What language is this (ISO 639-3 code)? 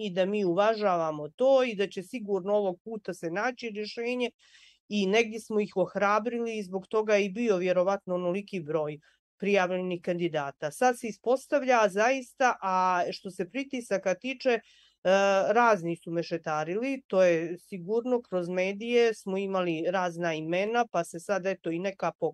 bos